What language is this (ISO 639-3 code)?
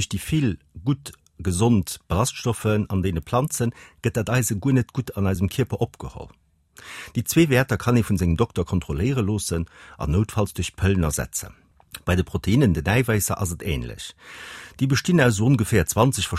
ltz